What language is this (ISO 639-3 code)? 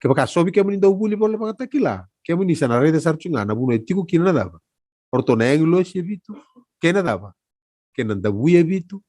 fij